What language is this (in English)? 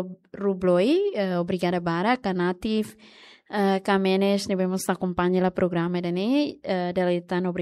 Tetum